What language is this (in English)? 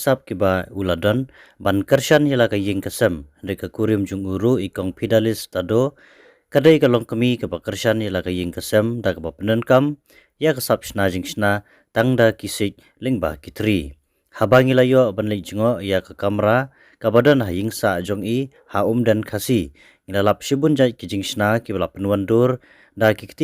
Khasi